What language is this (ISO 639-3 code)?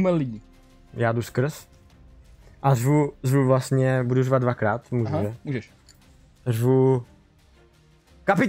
ces